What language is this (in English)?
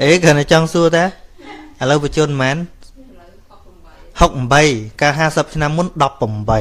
Khmer